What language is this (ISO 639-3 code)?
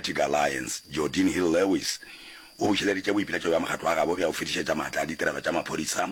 nso